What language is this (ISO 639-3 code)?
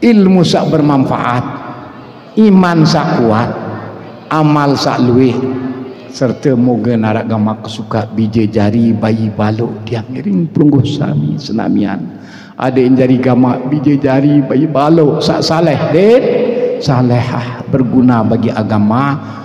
sas